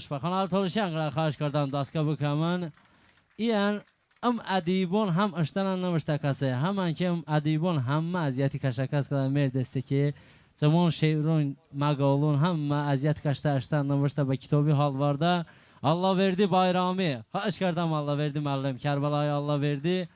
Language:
Talysh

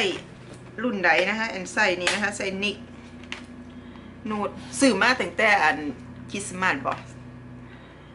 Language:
Thai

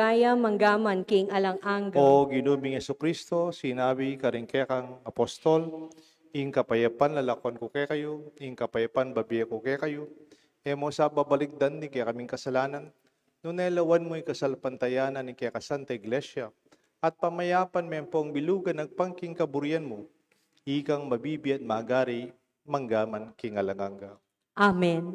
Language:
Pampanga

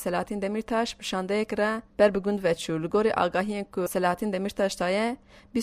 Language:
Kurdish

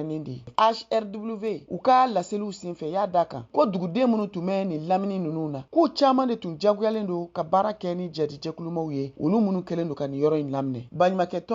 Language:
Bambara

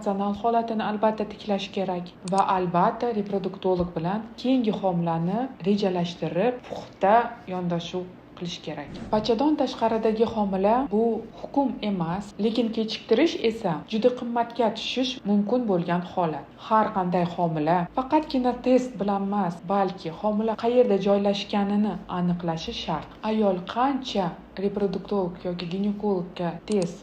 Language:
Uzbek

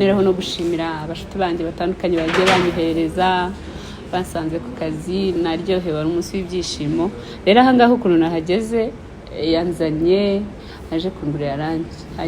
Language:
Kinyarwanda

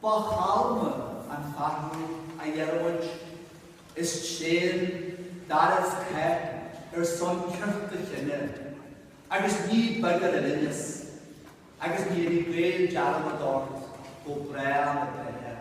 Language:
Irish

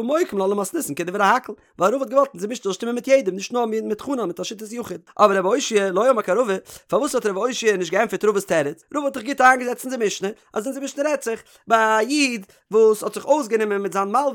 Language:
Yiddish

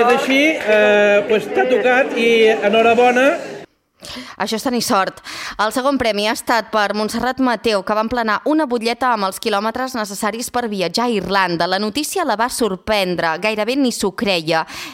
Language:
Catalan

